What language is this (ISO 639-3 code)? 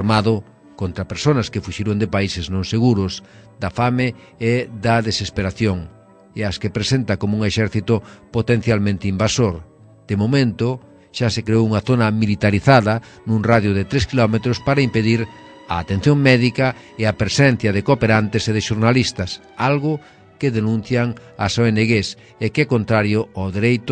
glg